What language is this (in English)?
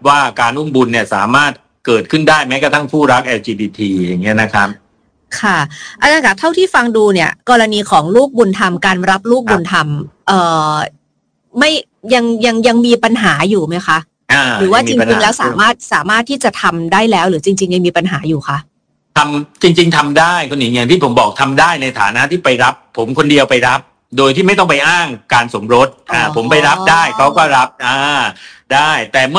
Thai